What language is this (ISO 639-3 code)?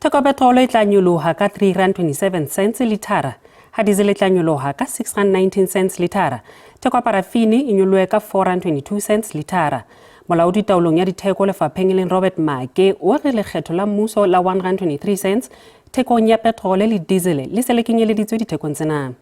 sot